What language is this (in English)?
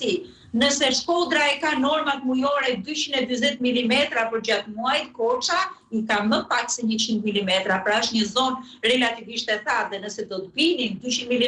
Albanian